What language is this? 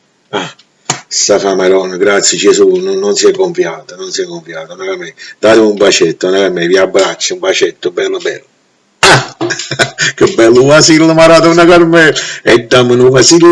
Neapolitan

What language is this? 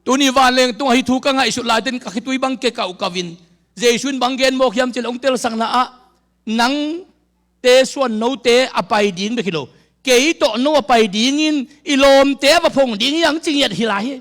Tedim Chin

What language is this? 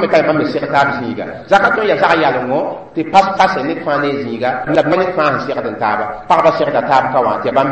Mossi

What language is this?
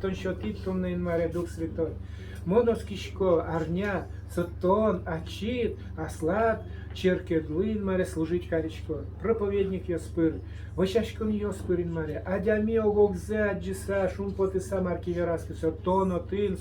Udmurt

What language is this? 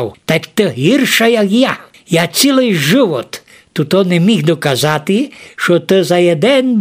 Rusyn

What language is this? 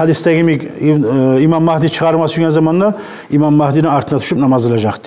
Kumyk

